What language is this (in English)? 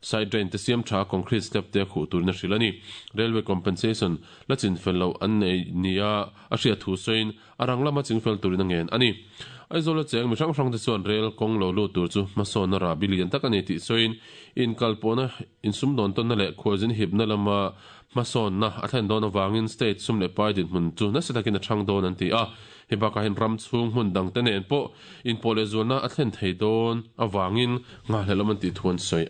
Mizo